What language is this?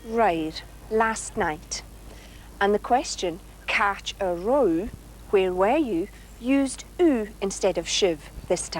Scottish Gaelic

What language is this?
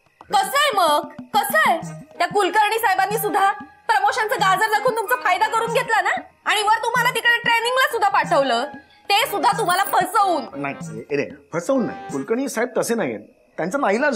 Marathi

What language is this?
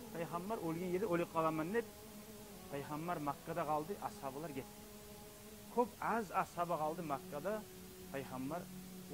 Kumyk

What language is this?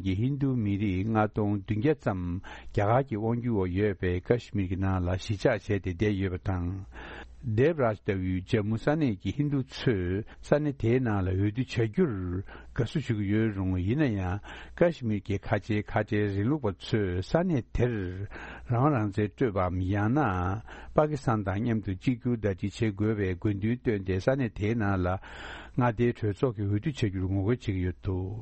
Tibetan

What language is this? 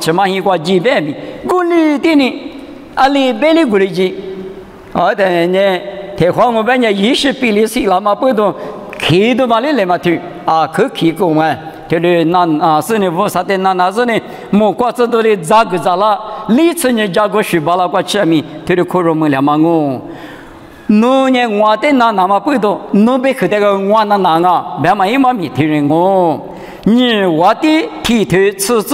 Lisu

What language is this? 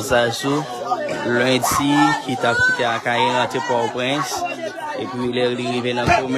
Haitian Creole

